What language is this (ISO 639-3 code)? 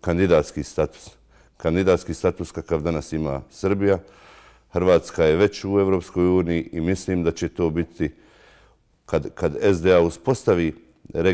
bos